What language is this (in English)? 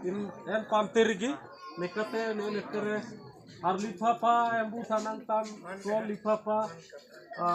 Mundari